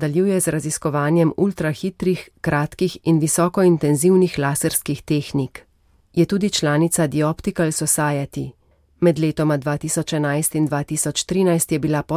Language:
Slovenian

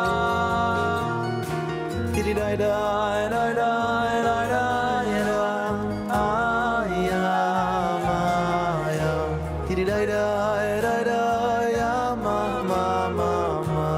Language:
Yiddish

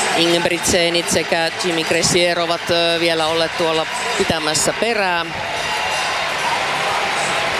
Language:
Finnish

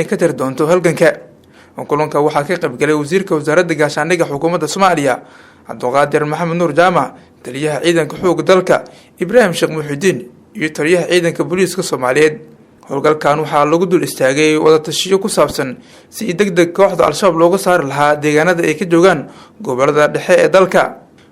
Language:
Somali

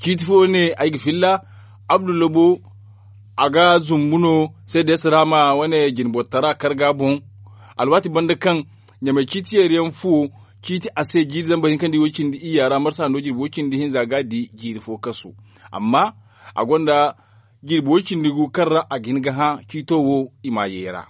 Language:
Zarma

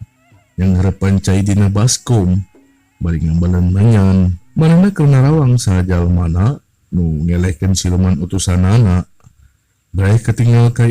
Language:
Sundanese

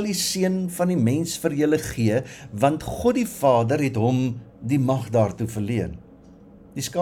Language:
Afrikaans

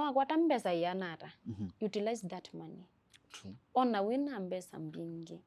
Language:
Kamba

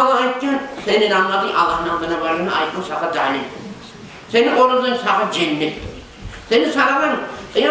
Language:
Kumyk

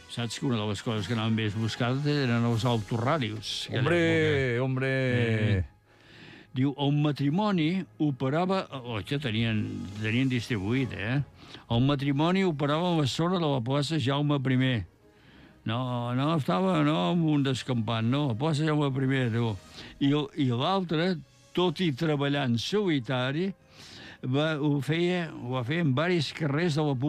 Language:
Catalan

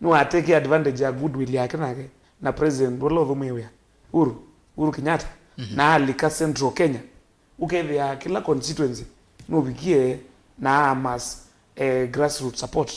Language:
Kamba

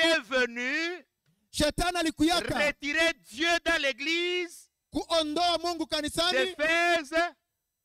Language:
Swahili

